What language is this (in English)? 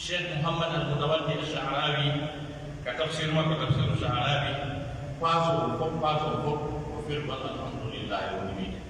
Pular